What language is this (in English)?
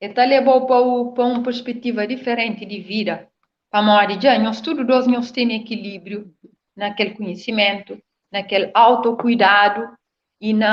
Kabuverdianu